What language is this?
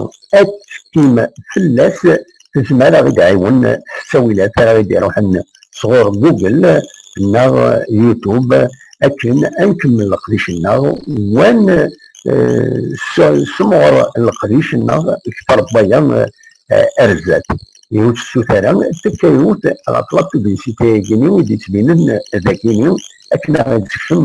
Kabyle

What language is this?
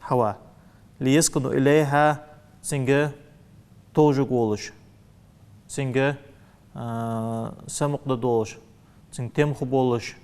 Ingush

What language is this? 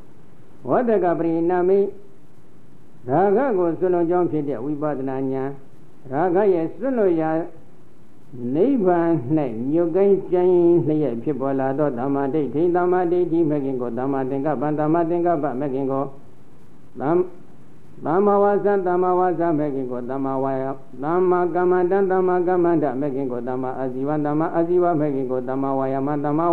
Burmese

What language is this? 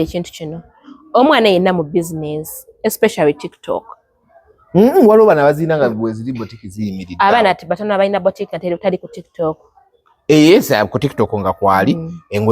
Ganda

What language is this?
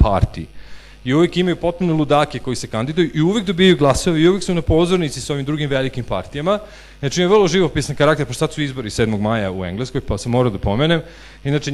Serbian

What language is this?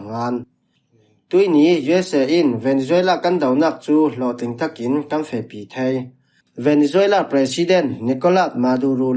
Falam Chin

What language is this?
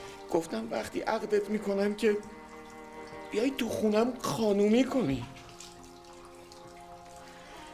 Persian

